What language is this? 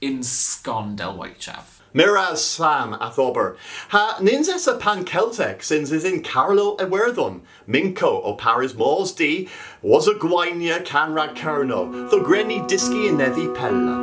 Cornish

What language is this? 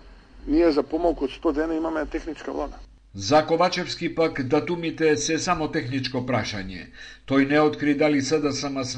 Macedonian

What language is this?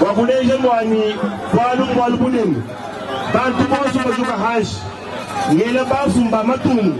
Luba-Lulua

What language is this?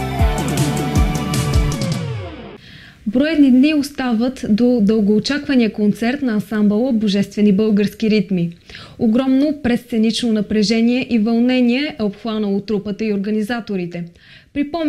Bulgarian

